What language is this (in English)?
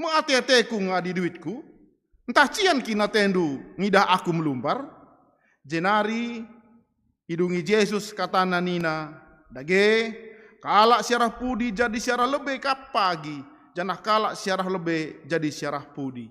Batak Karo